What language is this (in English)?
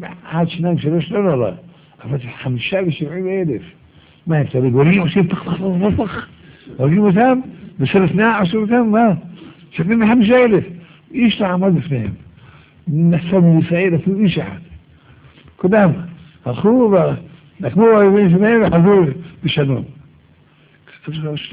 Hebrew